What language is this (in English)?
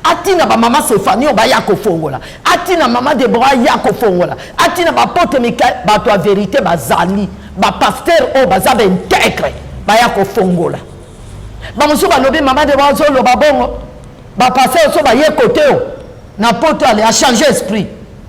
Lingala